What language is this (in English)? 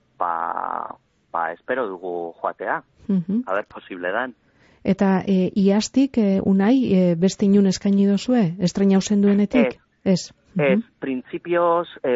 Basque